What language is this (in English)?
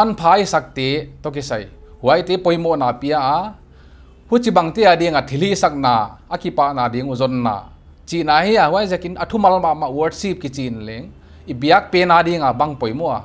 Paite Chin